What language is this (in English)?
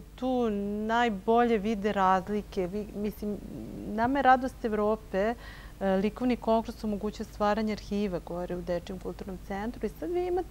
Serbian